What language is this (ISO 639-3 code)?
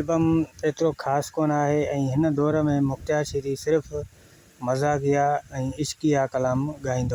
snd